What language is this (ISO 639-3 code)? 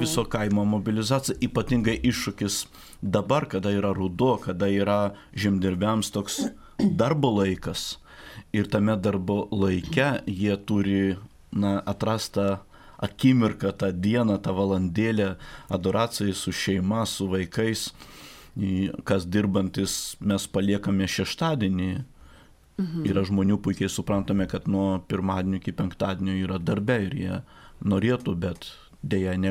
lit